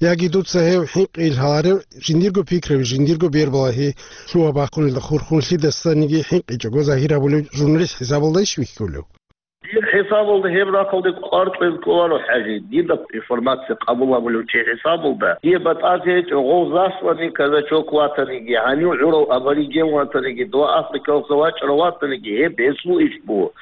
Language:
Avaric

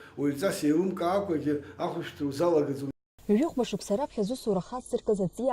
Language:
Abkhazian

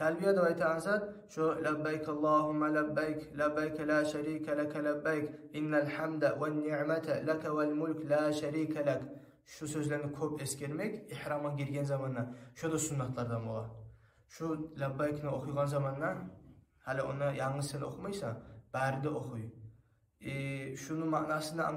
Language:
Kumyk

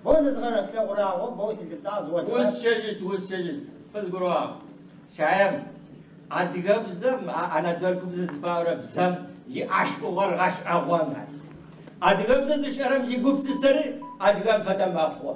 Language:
Adyghe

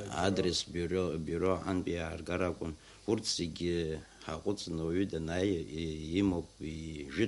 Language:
Abkhazian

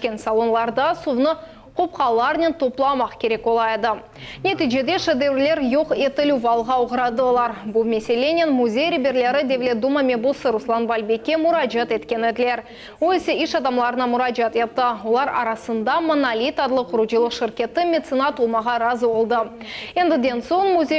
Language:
Crimean Tatar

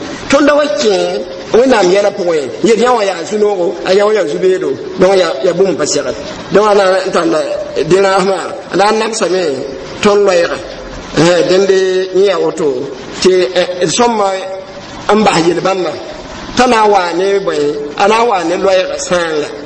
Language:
Mossi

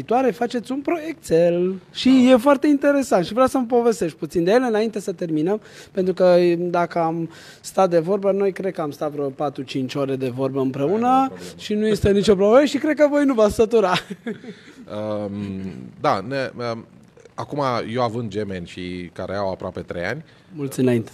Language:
Romanian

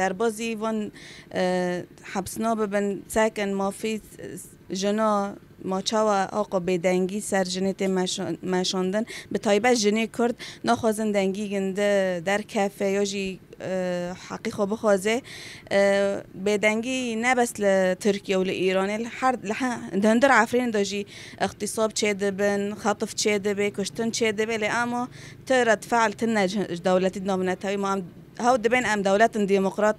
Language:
Kurdish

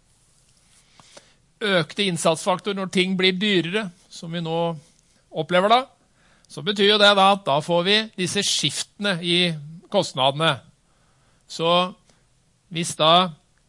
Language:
Norwegian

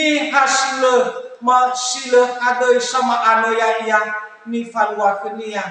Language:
Nias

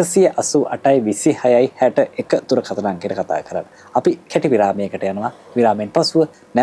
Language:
Sinhala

